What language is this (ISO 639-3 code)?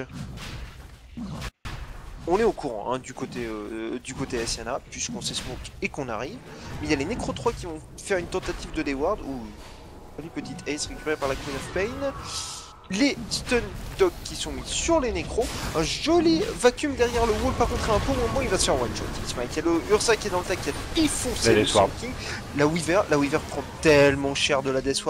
fra